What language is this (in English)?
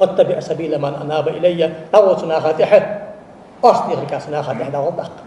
Ingush